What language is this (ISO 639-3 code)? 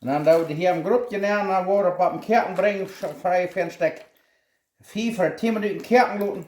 pdt